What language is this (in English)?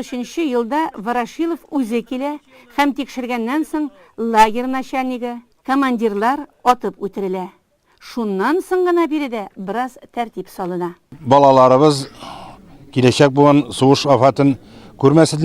Tatar